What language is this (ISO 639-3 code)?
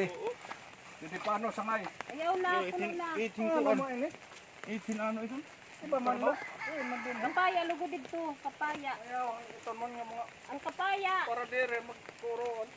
war